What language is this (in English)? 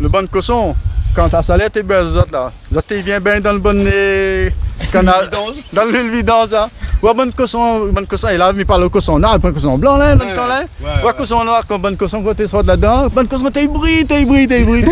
Réunion Creole French